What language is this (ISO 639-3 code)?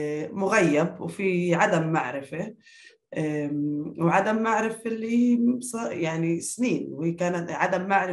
apc